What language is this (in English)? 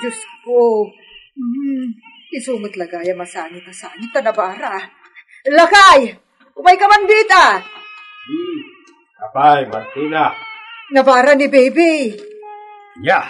Iloko